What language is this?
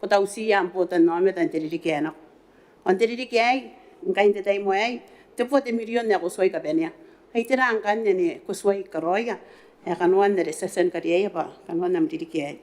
Gilbertese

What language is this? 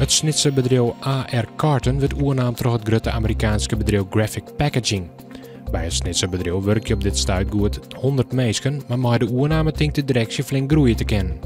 Western Frisian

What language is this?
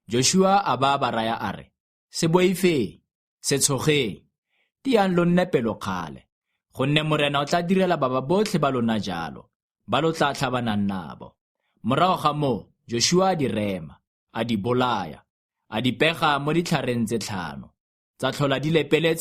Tswana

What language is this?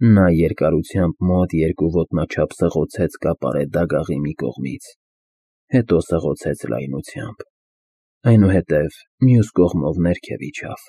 Armenian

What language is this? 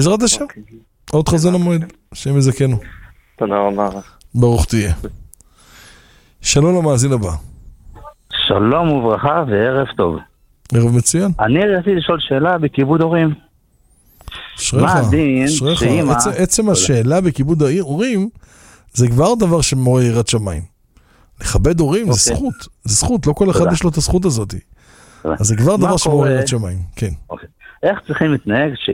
Hebrew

